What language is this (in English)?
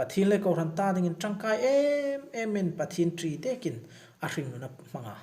Hmar